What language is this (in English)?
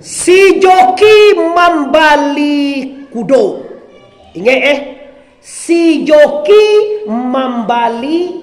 Minangkabau